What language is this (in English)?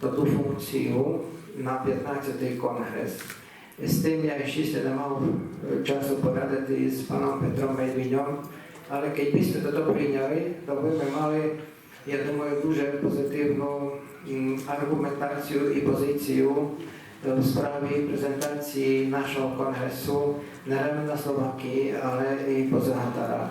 Rusyn